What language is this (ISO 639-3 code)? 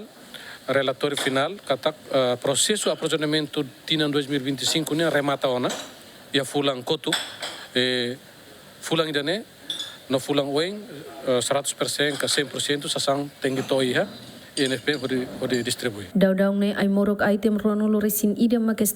tet